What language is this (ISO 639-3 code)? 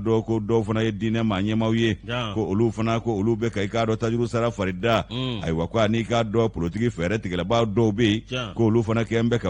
bam